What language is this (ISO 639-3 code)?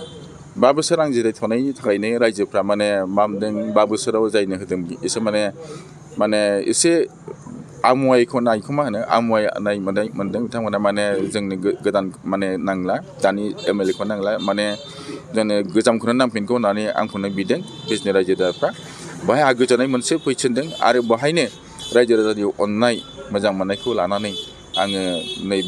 brx